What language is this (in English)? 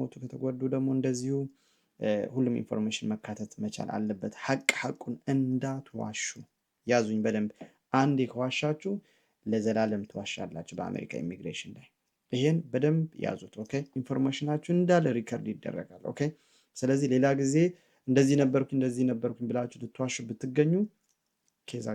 Amharic